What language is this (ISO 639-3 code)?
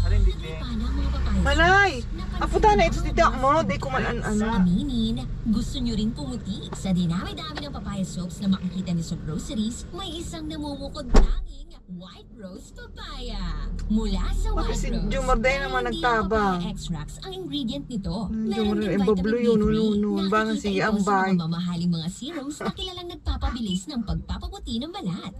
bik